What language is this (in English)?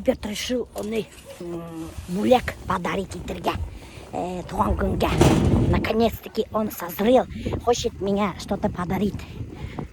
Bashkir